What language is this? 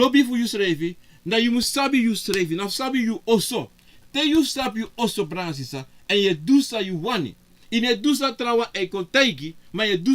Sranan Tongo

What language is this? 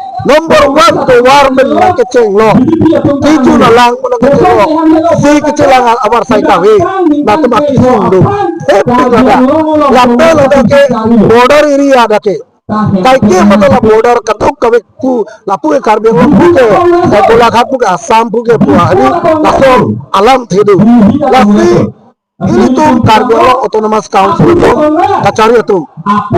Karbi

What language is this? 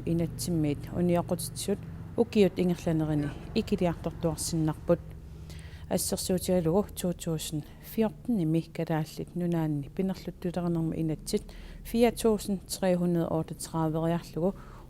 Kalaallisut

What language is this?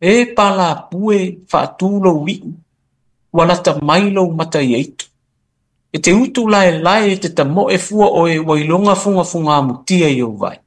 Samoan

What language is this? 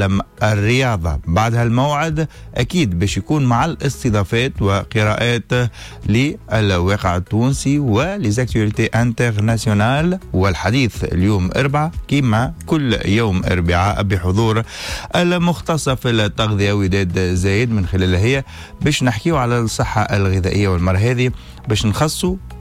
Tunisian Arabic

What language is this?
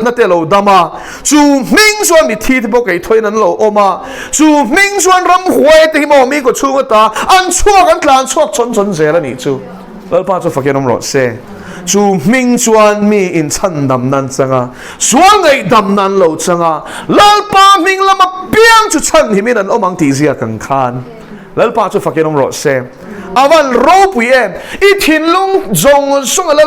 Mizo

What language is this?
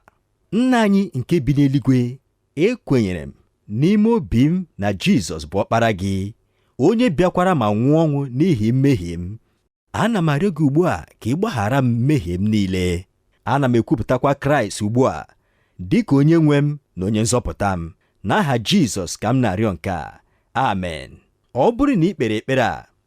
Igbo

